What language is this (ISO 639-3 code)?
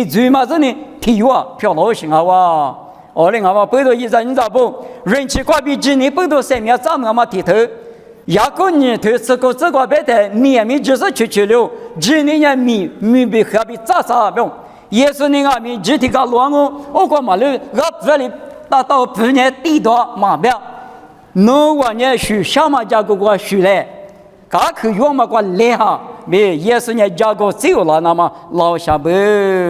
lis